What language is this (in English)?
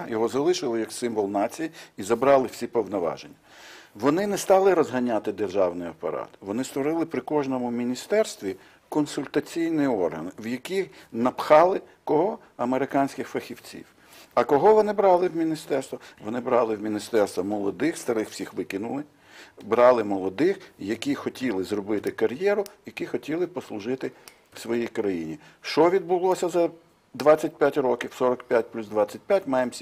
Ukrainian